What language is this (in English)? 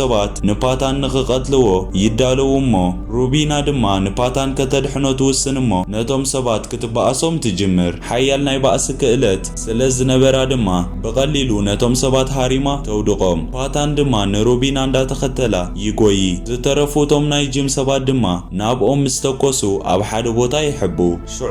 Tigrinya